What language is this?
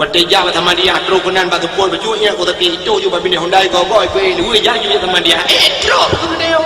Achinese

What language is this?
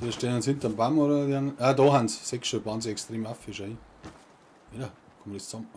Bavarian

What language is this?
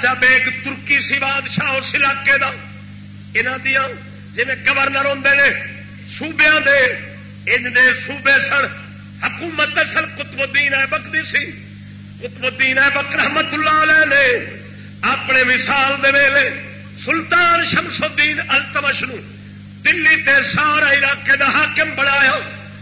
Saraiki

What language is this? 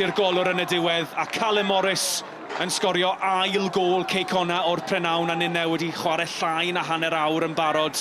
Welsh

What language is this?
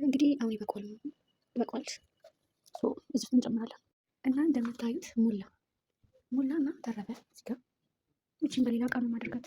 Amharic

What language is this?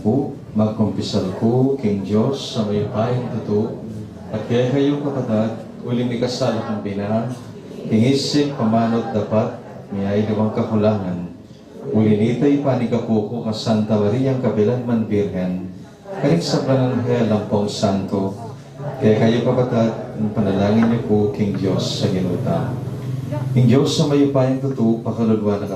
Pampanga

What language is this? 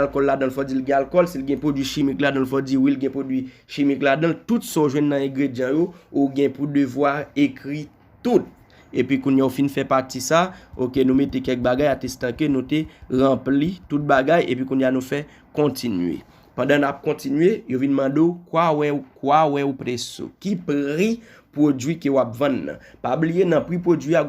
Haitian Creole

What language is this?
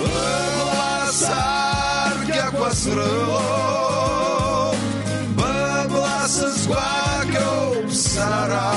Abkhazian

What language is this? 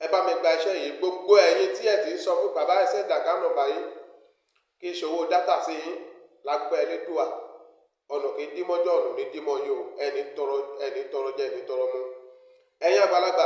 Yoruba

